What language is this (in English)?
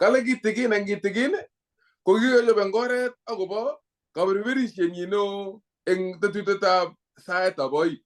Kalenjin